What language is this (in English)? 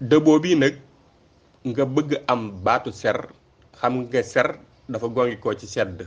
Wolof